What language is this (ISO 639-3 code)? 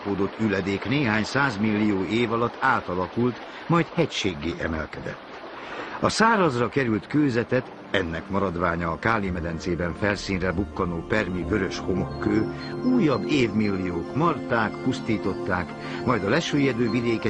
hun